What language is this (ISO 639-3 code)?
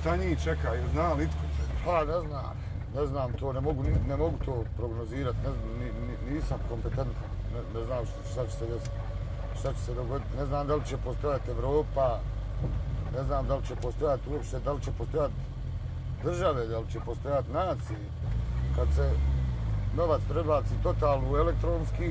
bos